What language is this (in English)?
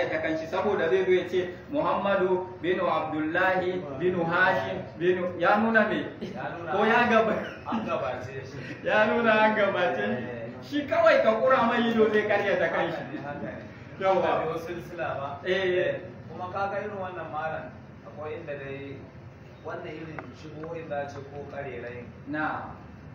Hausa